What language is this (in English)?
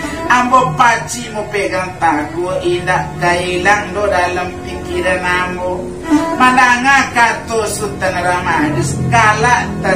Minangkabau